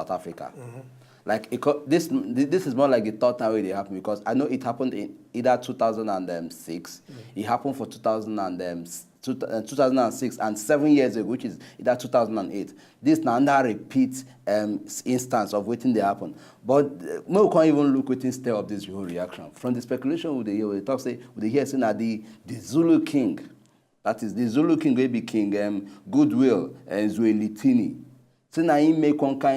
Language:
Nigerian Pidgin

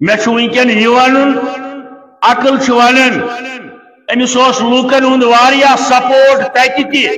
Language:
Kashmiri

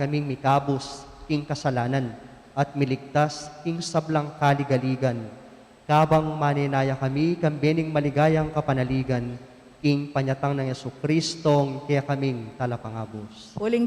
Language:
Pampanga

